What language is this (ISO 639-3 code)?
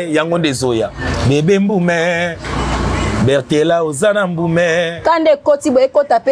lin